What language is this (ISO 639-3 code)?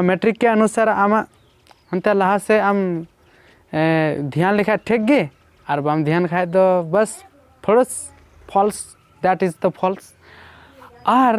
sat